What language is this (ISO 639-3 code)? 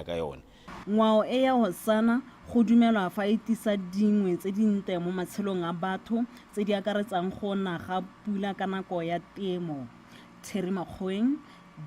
tsn